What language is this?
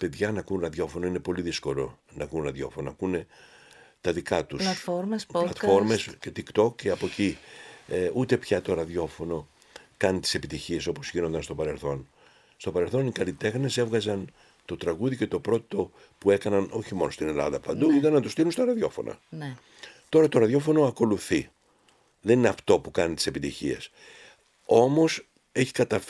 Greek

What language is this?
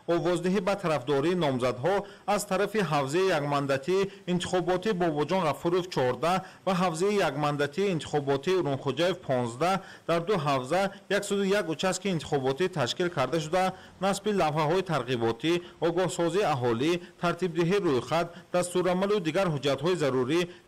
Tajik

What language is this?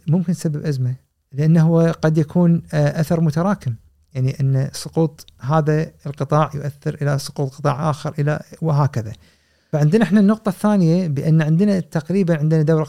Gulf Arabic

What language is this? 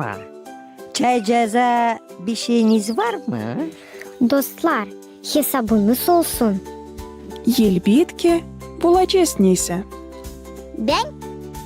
Gagauz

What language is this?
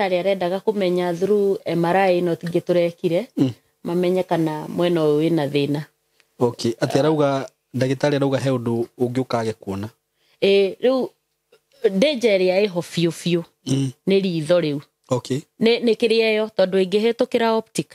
Kikuyu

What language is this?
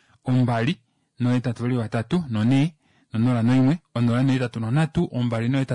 Kuanyama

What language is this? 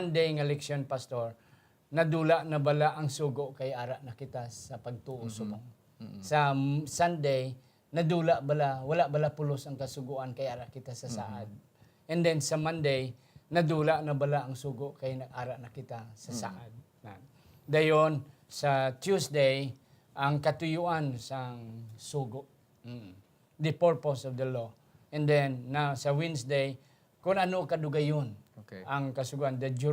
Hiligaynon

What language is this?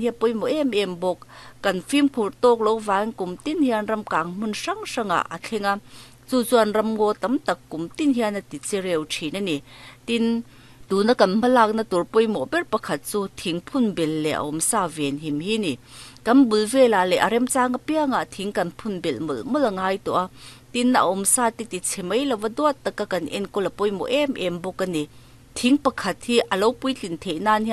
Mizo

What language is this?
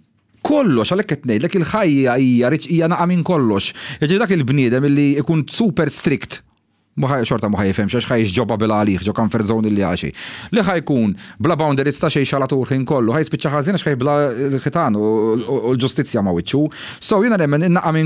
Maltese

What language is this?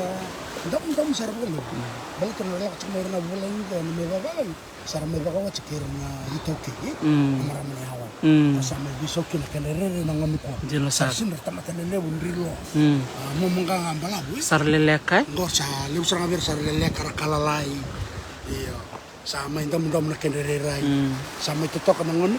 Fijian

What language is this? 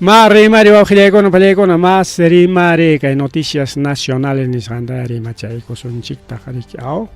Ayacucho Quechua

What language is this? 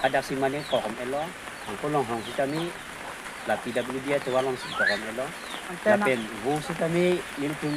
Karbi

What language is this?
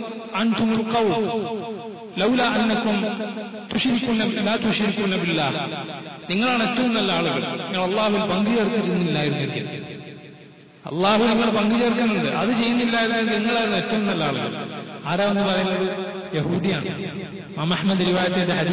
Malayalam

